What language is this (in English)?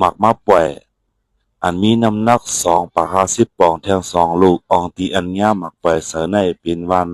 Shan